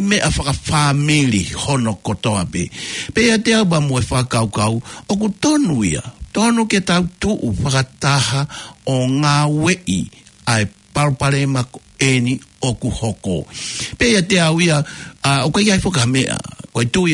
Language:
Tongan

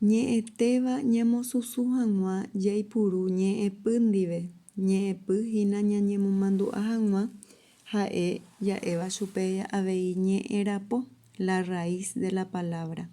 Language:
Guarani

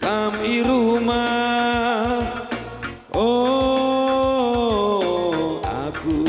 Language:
Batak Karo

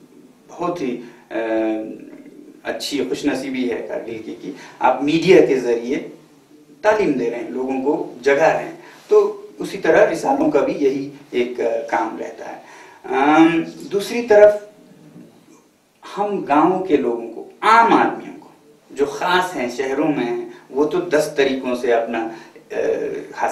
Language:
Hindi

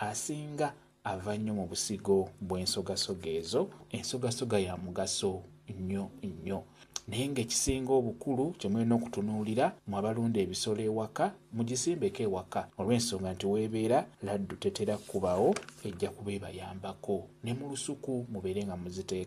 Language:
Ganda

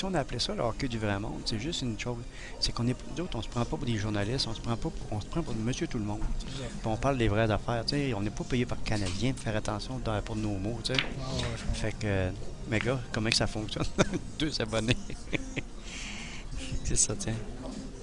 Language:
French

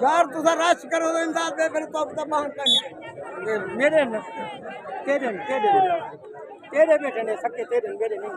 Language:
Saraiki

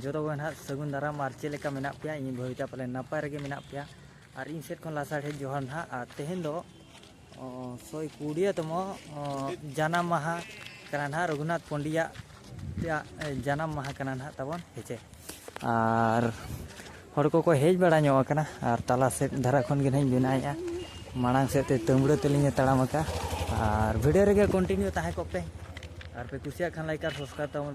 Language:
Santali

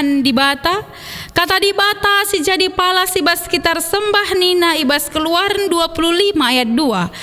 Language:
Batak Karo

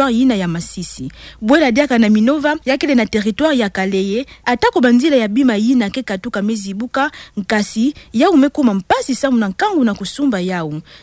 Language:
Kituba (Democratic Republic of Congo)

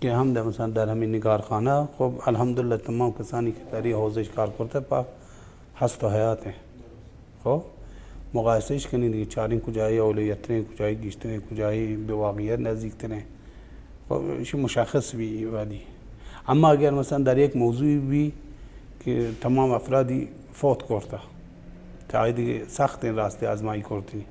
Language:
Baluchi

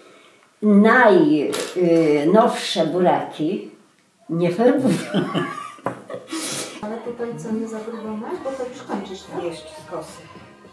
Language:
Polish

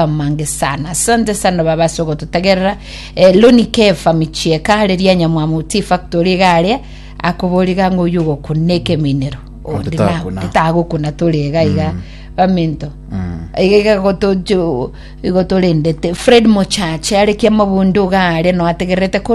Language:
Gusii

